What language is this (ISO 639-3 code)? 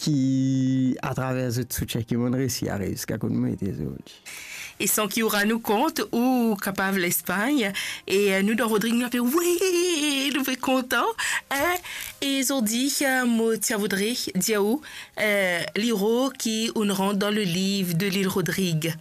mfe